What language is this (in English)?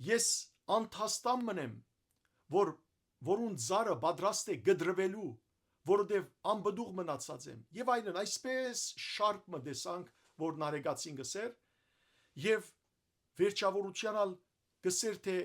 Western Armenian